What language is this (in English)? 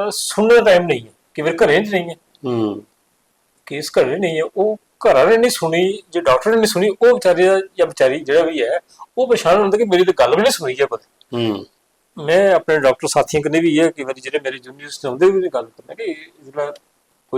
Dogri